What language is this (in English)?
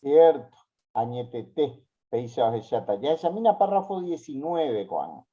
Guarani